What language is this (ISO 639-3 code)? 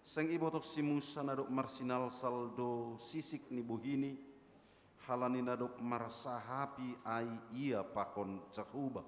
bts